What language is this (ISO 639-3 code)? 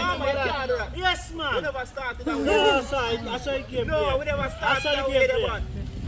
jam